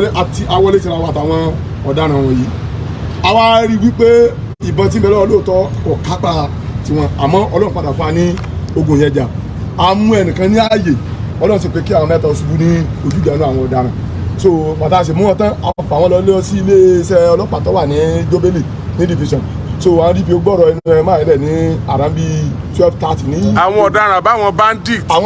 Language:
Yoruba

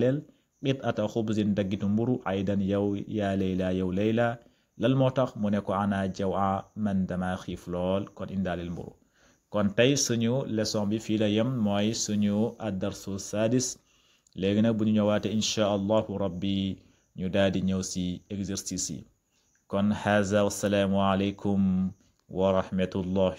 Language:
Wolof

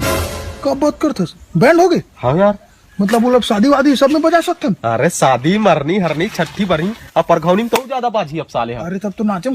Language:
Chhattisgarhi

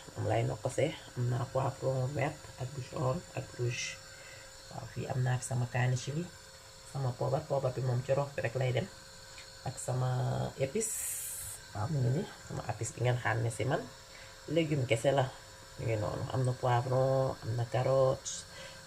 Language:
Wolof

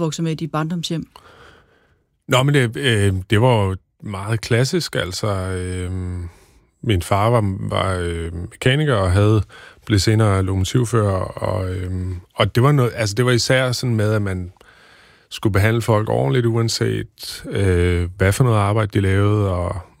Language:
Danish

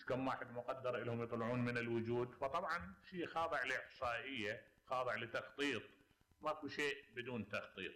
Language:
Mesopotamian Arabic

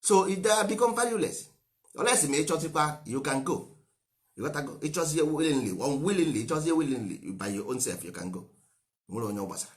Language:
Igbo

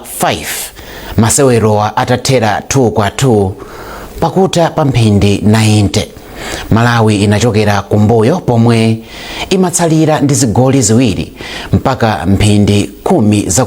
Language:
Nyanja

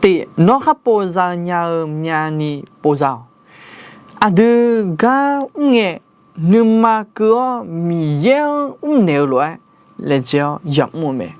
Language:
Akha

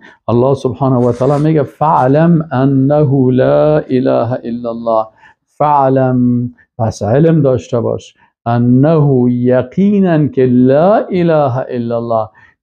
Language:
Persian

